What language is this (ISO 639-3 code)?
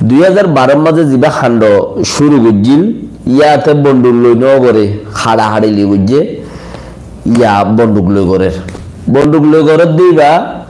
rhg